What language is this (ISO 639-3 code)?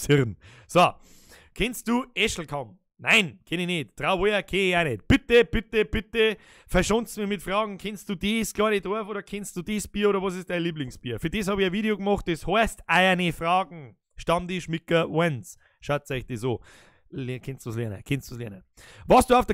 bar